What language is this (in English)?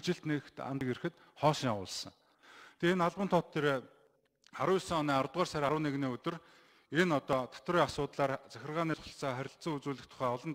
Mongolian